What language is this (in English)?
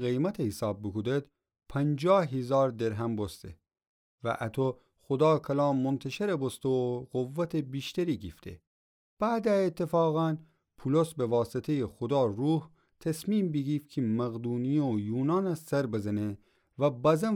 Gilaki